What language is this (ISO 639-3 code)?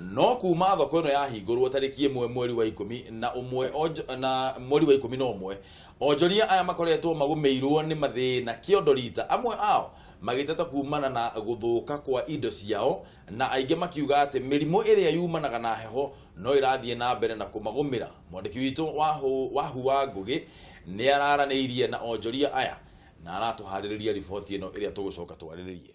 kik